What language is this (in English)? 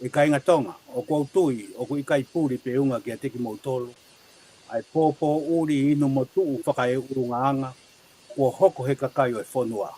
Tongan